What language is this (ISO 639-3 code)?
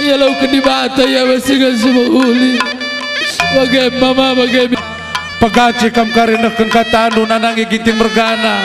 btx